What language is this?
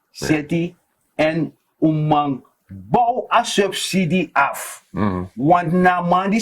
Sranan Tongo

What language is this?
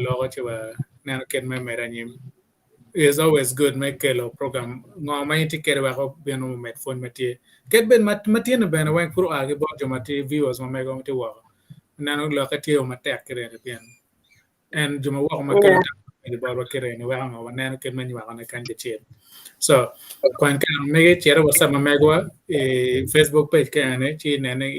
Acoli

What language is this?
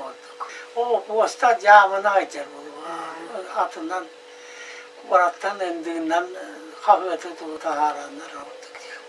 Yakut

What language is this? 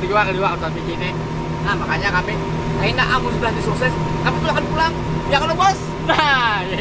Banjar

